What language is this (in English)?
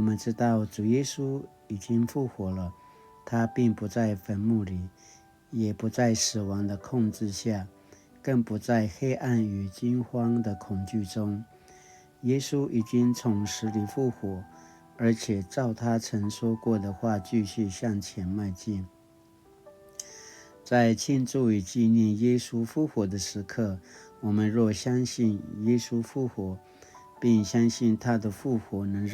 Paiwan